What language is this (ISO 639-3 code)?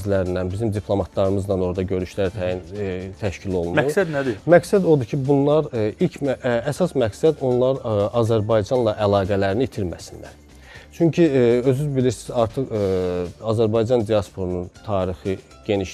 aze